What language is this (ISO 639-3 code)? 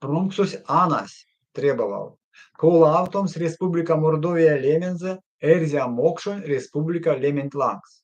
myv